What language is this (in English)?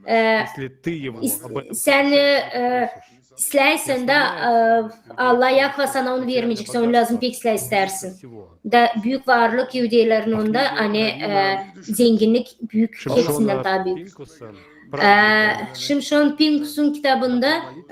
Gagauz